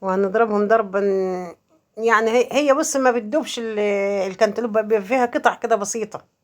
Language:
Egyptian Arabic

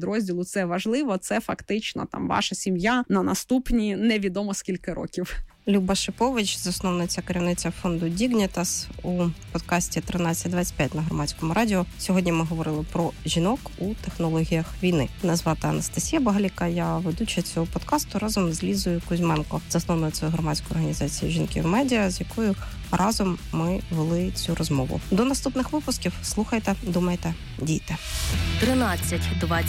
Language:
Ukrainian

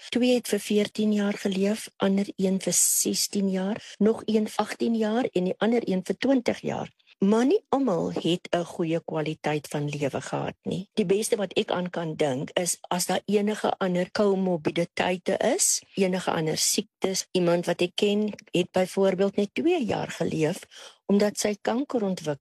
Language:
Afrikaans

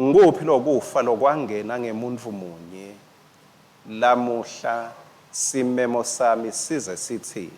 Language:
Swati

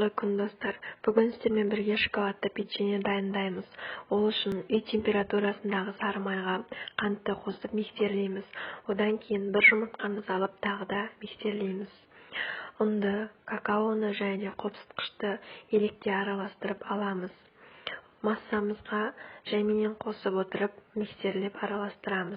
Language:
Kazakh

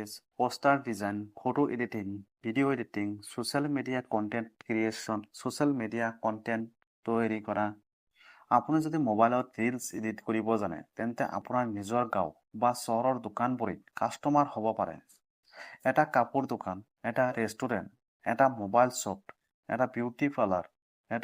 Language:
Assamese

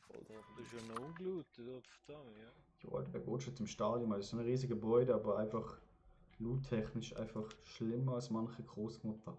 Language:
Swiss German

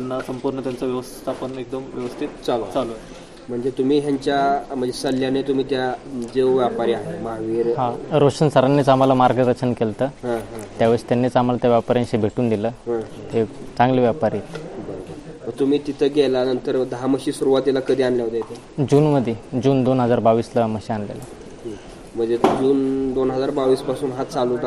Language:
Marathi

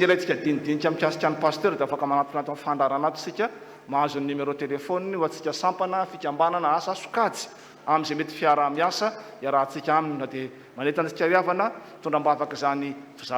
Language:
Malagasy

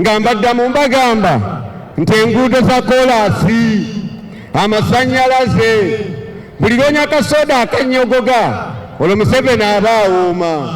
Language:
Ganda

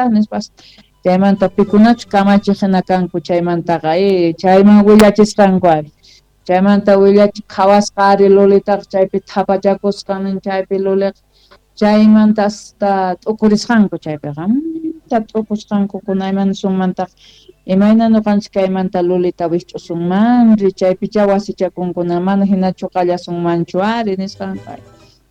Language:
South Bolivian Quechua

